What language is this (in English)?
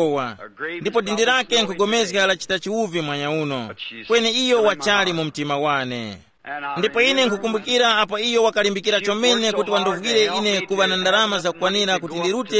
Tumbuka